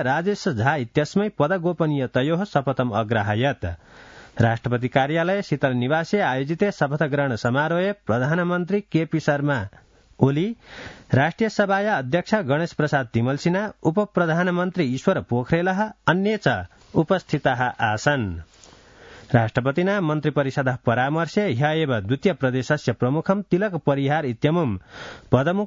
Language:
Sanskrit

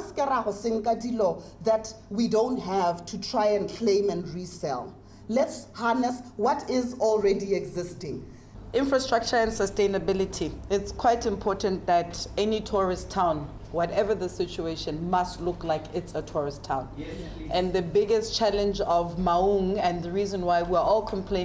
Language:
Tswana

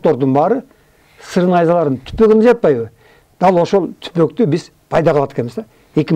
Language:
Kyrgyz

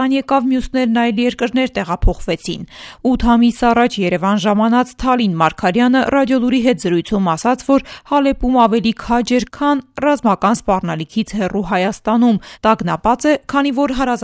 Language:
Armenian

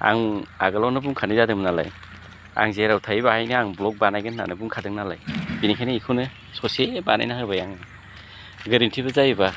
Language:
Bodo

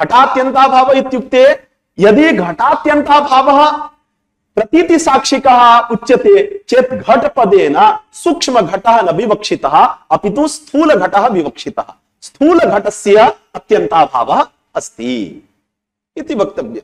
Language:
Sanskrit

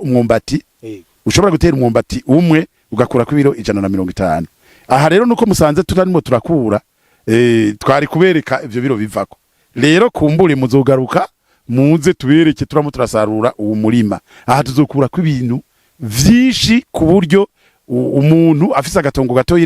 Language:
Rundi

